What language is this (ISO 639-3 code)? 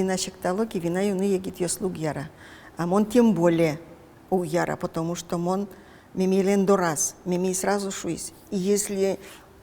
udm